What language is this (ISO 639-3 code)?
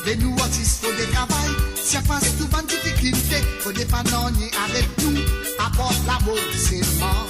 mfe